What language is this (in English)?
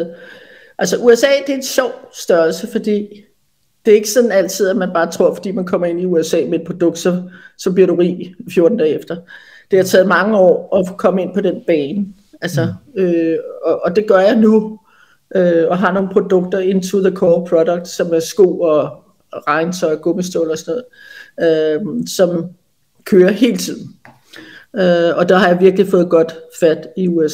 Danish